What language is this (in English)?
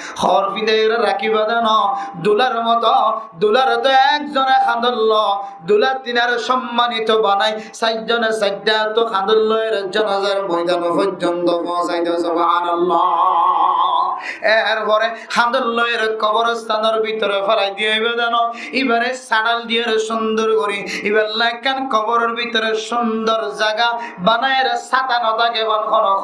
Rohingya